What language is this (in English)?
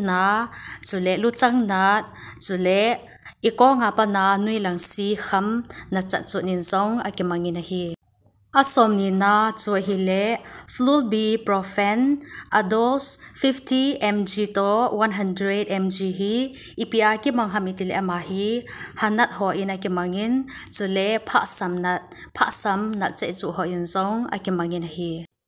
Thado Chin